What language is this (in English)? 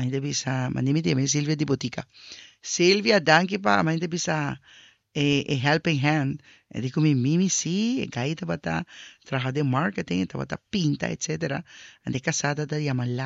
Papiamento